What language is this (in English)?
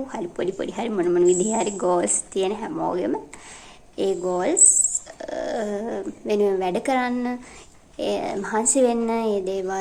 Sinhala